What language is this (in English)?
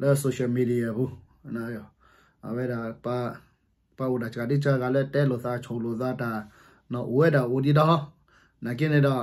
S'gaw Karen